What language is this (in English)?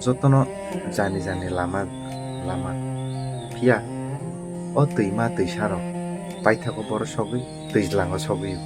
Kok Borok